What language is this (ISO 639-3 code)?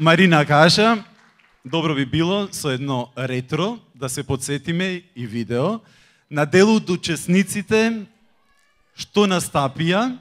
mkd